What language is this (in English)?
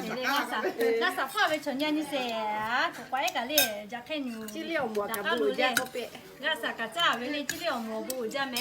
Lahu